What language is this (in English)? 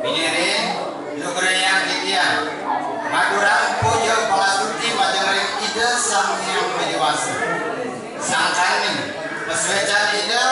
Balinese